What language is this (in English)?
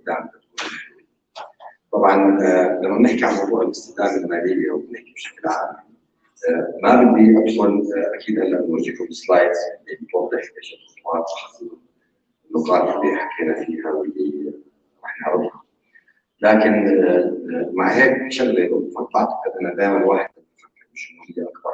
North Levantine Arabic